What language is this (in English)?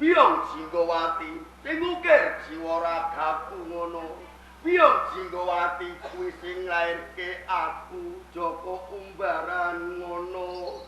Javanese